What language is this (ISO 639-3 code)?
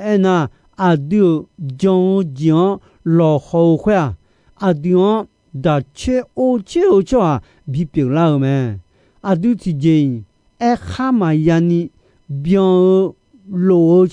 ahk